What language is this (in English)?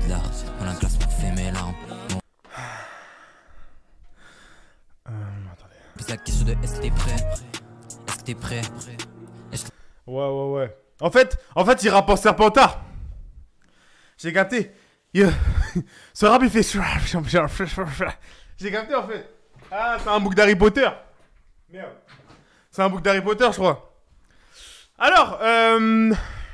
French